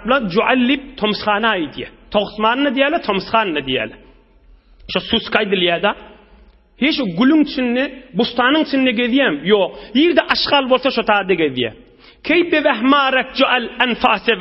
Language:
Turkmen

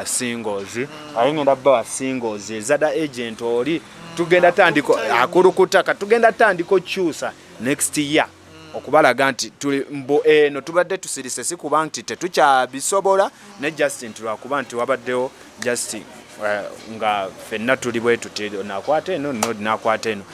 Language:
Ganda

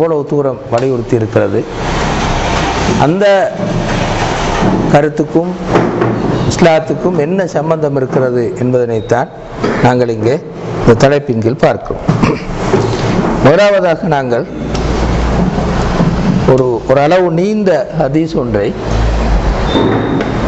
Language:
Tamil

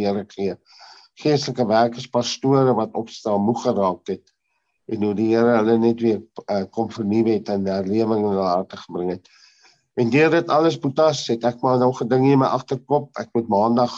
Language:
Afrikaans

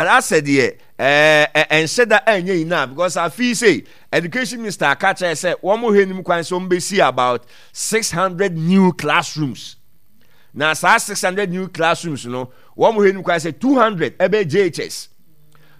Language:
Akan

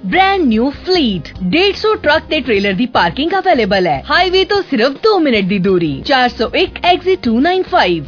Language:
Punjabi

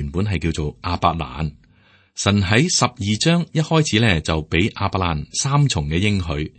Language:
Cantonese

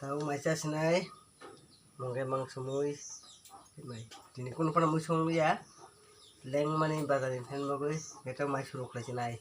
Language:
Kok Borok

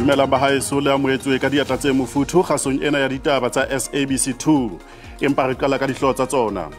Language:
Southern Sotho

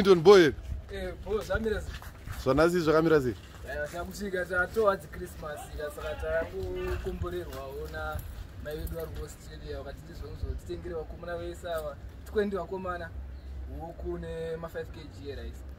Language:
Shona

